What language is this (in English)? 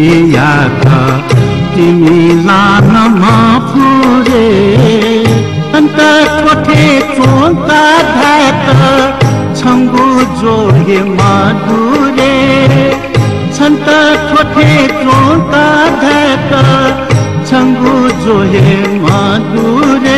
Newari